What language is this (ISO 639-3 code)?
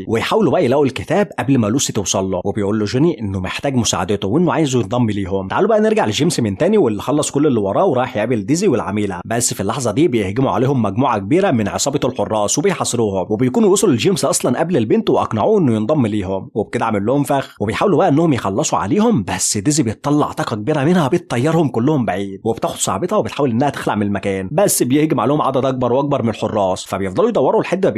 arz